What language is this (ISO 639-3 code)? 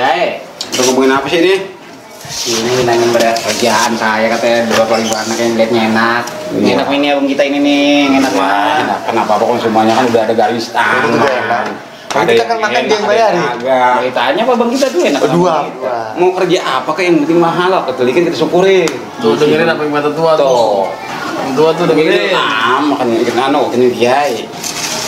bew